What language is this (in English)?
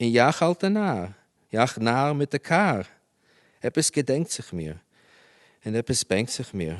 Yiddish